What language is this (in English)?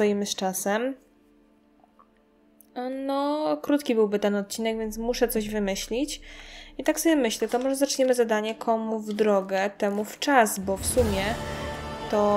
Polish